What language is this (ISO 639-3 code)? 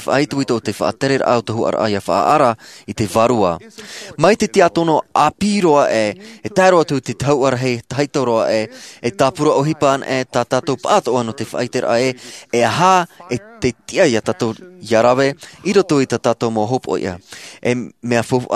tah